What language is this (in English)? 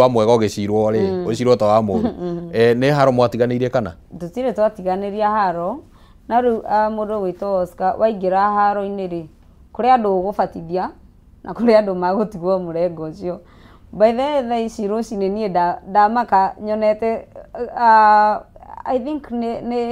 Kikuyu